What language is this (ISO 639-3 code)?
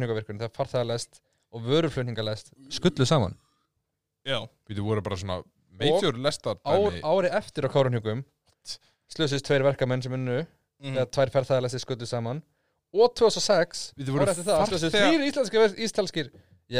isl